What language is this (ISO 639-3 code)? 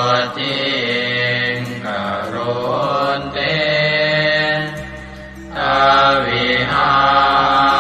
pli